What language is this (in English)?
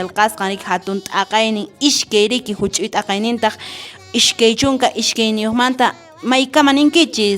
Quechua